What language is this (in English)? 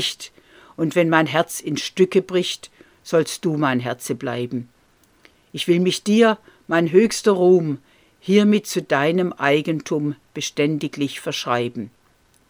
German